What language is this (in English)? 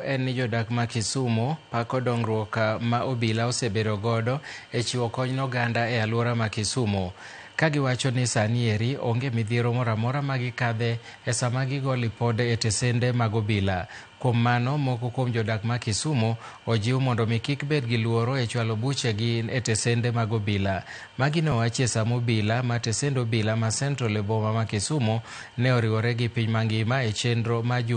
Luo (Kenya and Tanzania)